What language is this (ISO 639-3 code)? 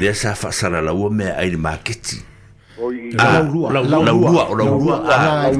smo